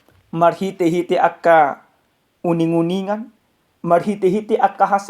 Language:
Batak Toba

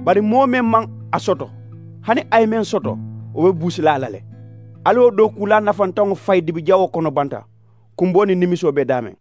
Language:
Mandingo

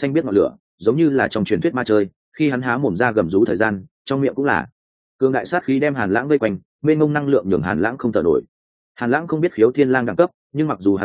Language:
Vietnamese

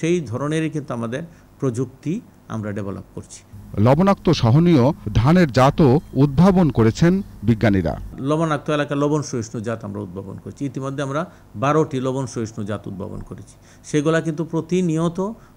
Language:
Bangla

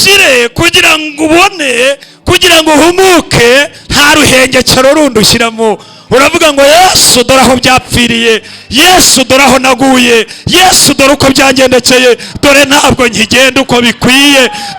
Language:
Kinyarwanda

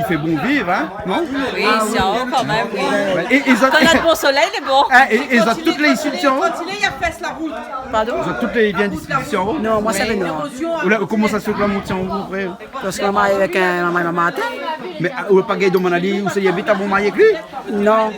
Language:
Réunion Creole French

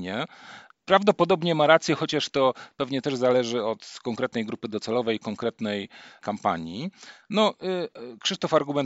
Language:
Polish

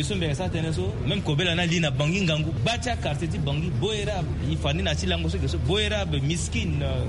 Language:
Sango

